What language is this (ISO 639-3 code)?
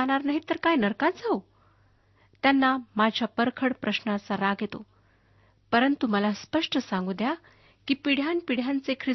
mar